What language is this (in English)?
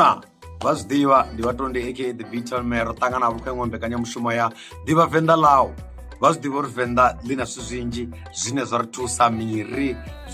Venda